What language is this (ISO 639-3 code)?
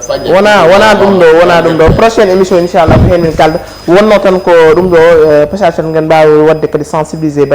ful